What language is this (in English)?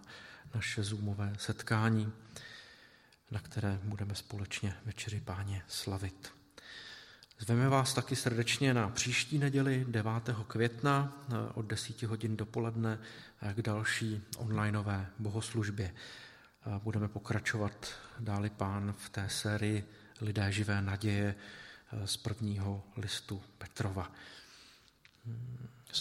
Czech